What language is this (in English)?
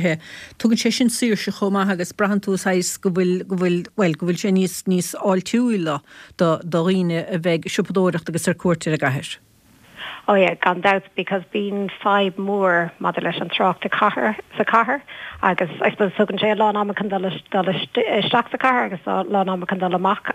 Irish